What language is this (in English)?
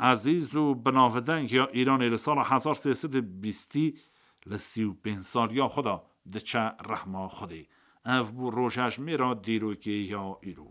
Kurdish